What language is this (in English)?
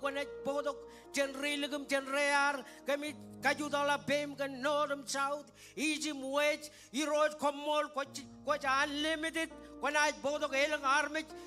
Marshallese